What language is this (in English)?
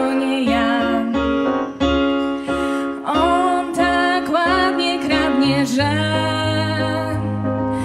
Polish